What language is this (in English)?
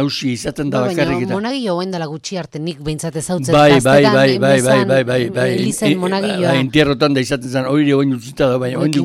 Basque